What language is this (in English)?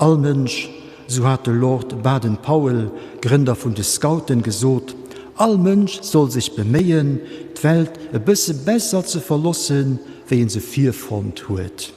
Luxembourgish